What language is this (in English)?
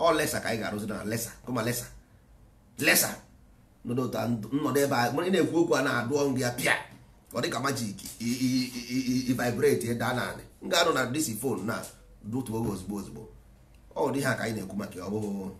Igbo